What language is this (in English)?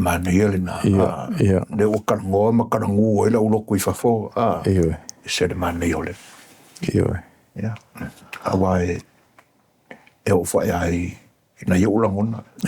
Samoan